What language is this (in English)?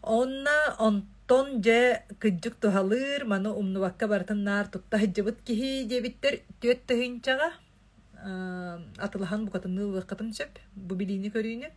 Yakut